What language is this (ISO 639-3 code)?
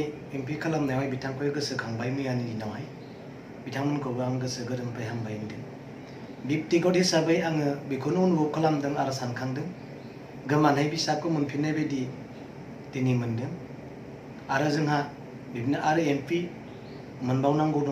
brx